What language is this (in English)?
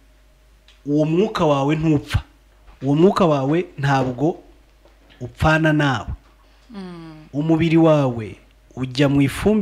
Kinyarwanda